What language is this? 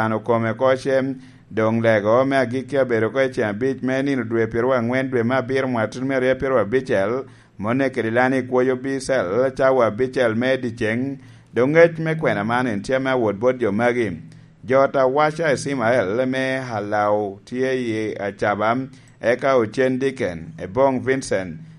Lango (Uganda)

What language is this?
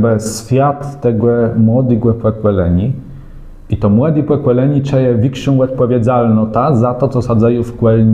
Kashubian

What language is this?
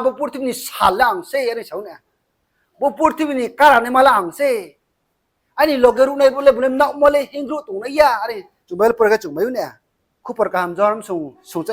Riang (India)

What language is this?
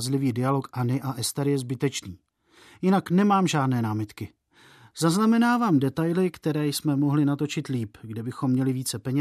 Czech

